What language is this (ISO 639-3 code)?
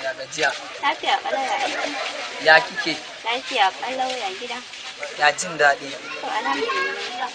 hau